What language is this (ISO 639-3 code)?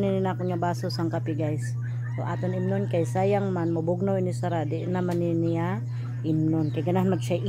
ceb